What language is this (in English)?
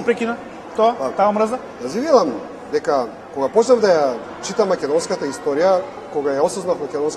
Macedonian